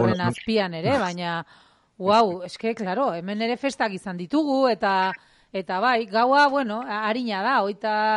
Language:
Basque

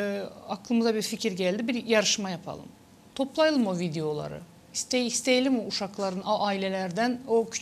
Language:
Gagauz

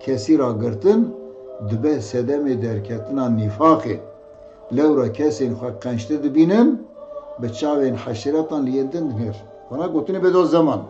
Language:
Kurdish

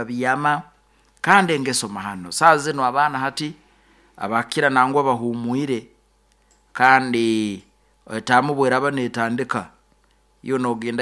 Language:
Nyoro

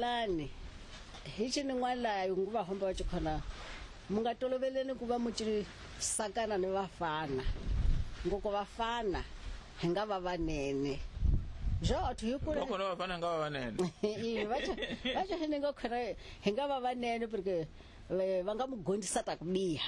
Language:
Tsonga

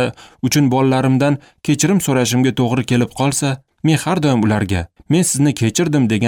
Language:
Uzbek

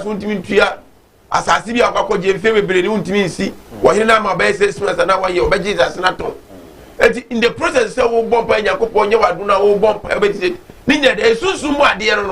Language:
Akan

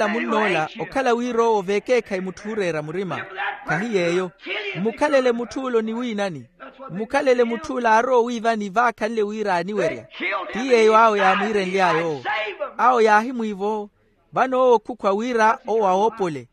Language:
Makhuwa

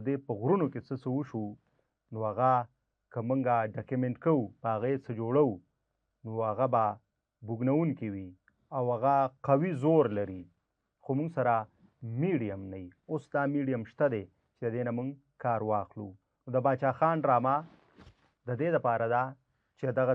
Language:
Pashto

